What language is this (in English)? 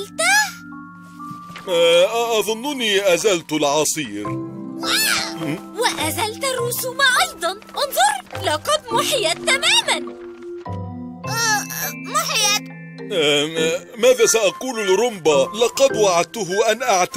Arabic